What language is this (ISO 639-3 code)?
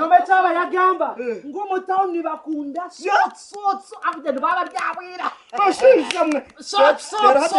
nyn